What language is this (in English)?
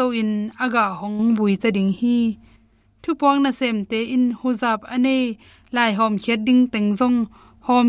Tedim Chin